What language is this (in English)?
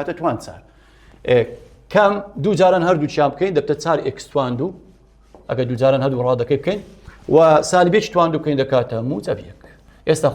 Central Kurdish